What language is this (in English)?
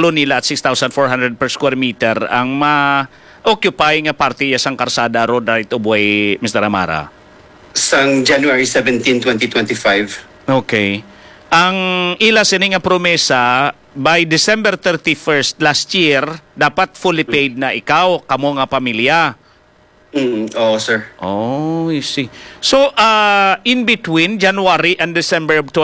Hiligaynon